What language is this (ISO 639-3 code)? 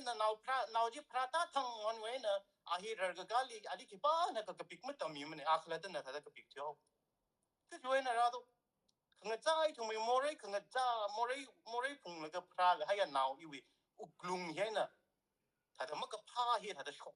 nmf